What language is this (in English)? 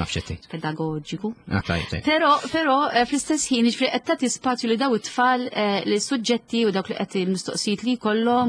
Maltese